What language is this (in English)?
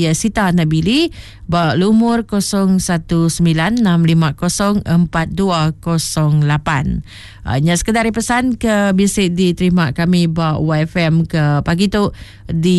Iban